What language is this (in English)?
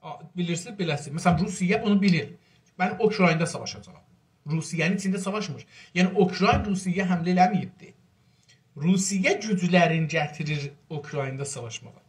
South Azerbaijani